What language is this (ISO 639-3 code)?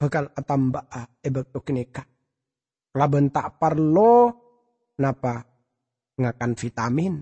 mad